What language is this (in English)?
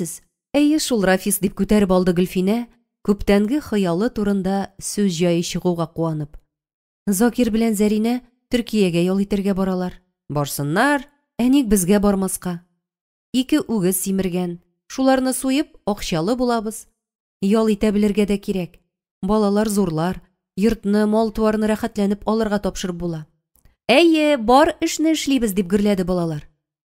Tatar